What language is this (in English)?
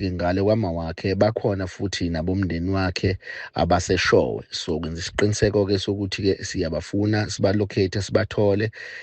Zulu